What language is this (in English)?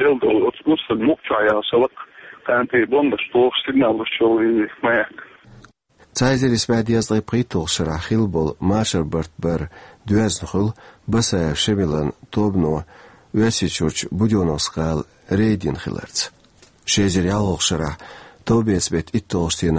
Chechen